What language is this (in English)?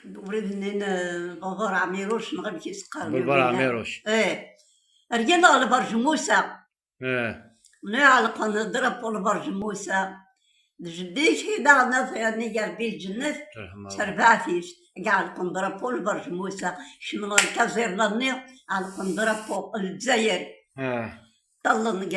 Kabyle